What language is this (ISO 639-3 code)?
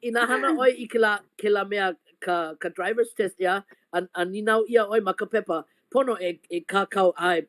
haw